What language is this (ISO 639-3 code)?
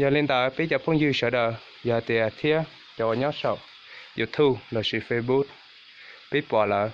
hmn